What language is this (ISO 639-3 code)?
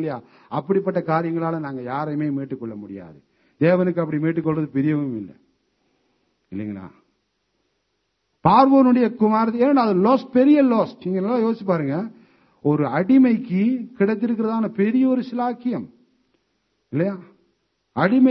tam